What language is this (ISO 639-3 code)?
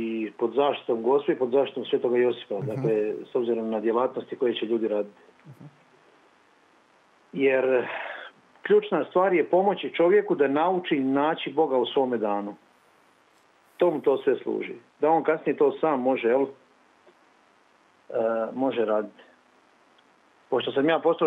hrv